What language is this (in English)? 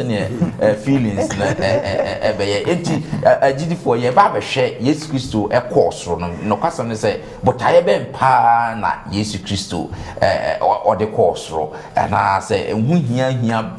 Akan